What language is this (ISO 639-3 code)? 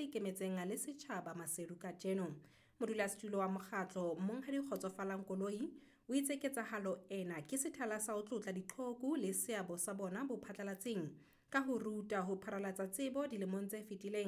sot